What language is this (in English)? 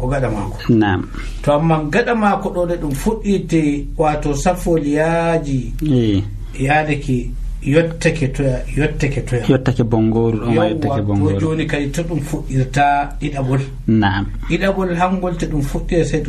Nigerian Fulfulde